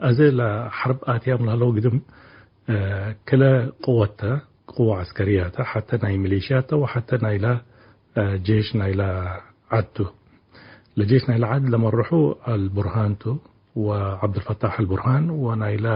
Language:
Tigre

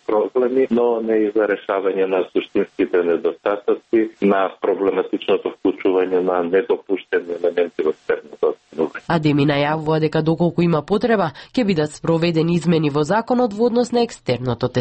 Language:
Macedonian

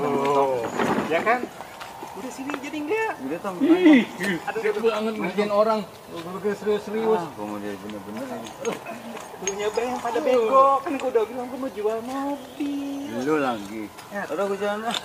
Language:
Betawi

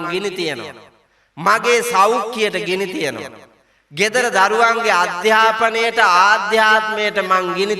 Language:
Sinhala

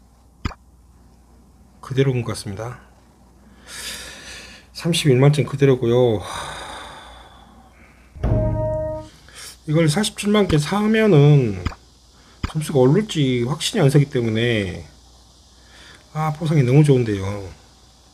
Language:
Korean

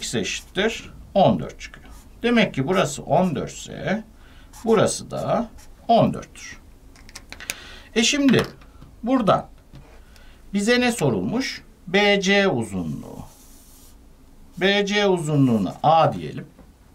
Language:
Turkish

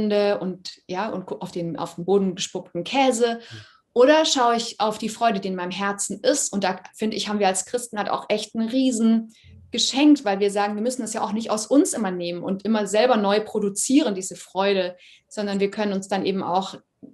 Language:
Swiss German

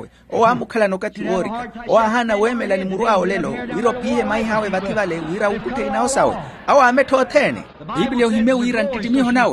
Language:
Makhuwa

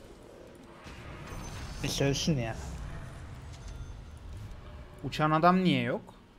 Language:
Turkish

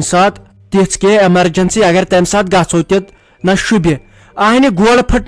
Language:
Kashmiri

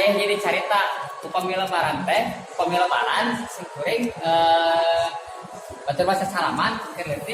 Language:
Sundanese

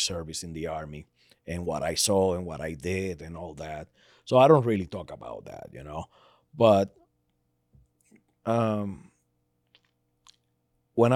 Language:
English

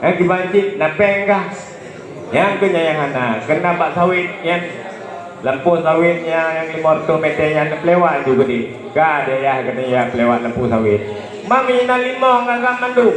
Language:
Achinese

